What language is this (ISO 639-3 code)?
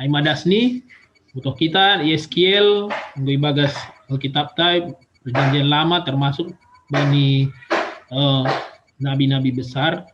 bts